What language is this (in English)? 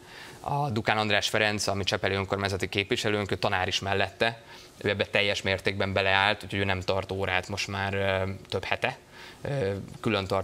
Hungarian